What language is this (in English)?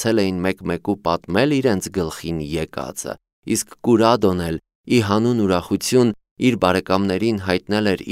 Armenian